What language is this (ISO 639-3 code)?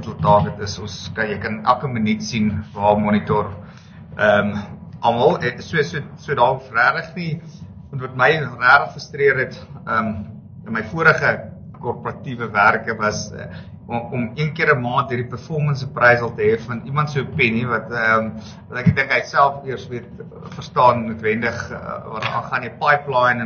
afr